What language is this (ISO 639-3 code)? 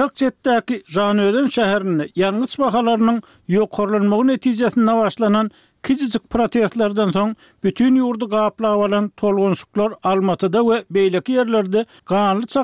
tuk